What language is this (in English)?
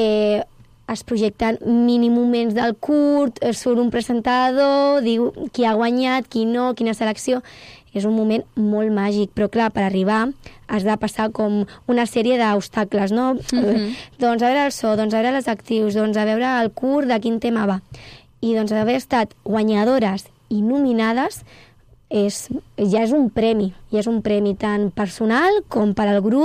Catalan